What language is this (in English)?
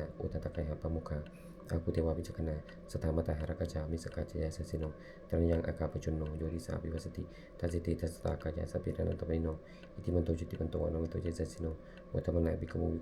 Pali